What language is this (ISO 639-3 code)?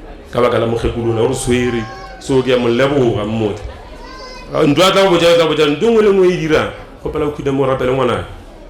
nso